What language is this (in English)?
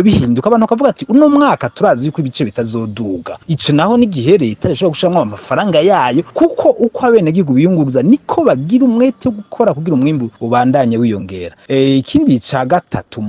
Rundi